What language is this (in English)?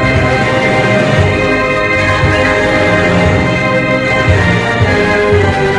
Malay